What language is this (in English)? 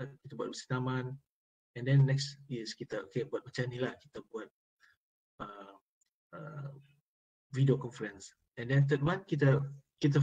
Malay